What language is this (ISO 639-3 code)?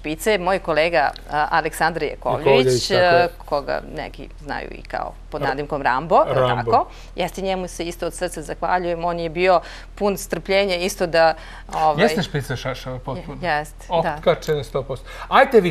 srp